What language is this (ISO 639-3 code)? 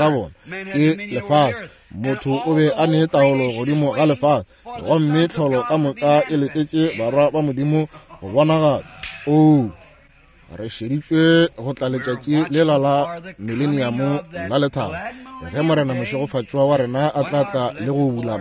nso